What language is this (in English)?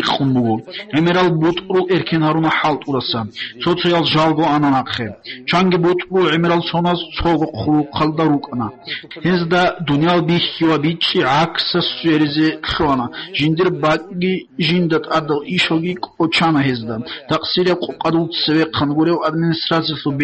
Avaric